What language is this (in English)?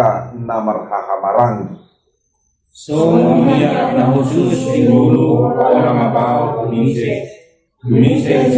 Batak Toba